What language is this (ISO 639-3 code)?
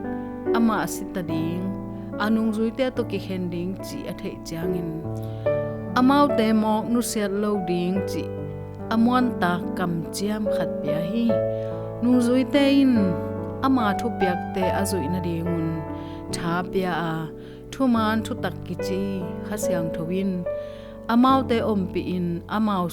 ctd